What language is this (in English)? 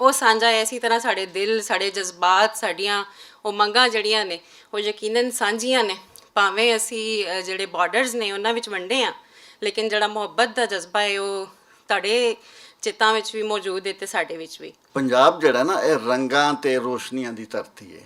Western Panjabi